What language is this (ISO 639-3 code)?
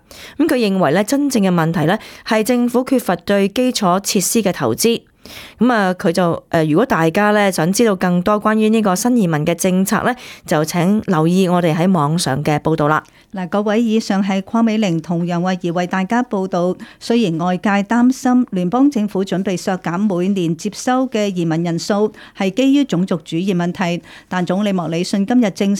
yue